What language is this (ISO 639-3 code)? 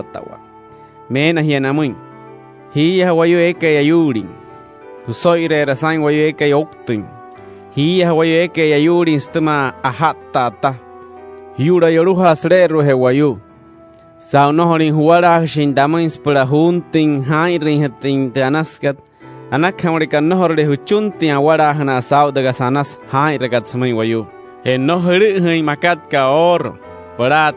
guc